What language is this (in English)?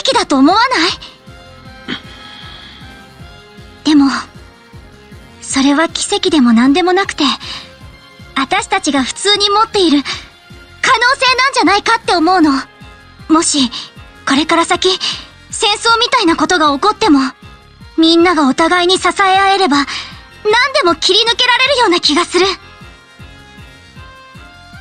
Japanese